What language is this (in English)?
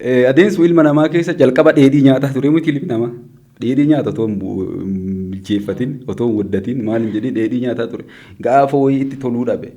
Oromo